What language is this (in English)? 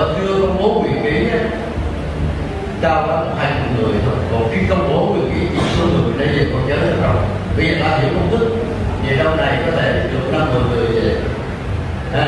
Vietnamese